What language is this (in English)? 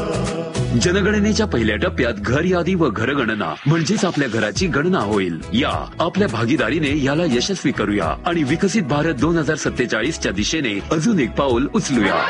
Marathi